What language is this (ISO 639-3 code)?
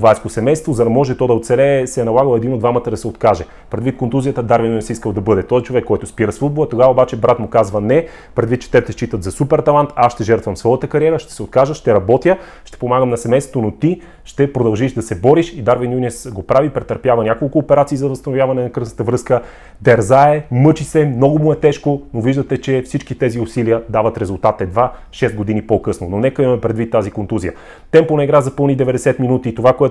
bul